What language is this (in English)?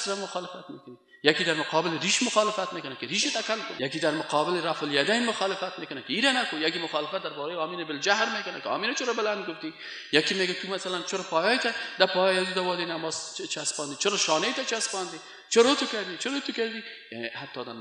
Persian